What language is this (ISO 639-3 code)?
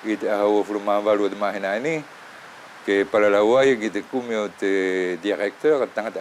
wls